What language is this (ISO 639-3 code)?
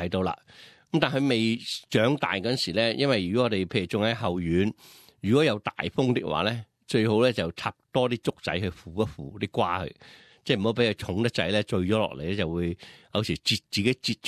yue